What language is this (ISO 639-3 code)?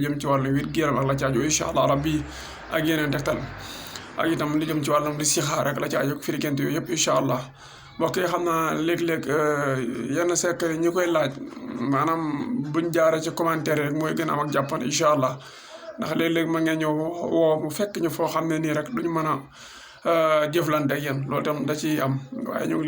wol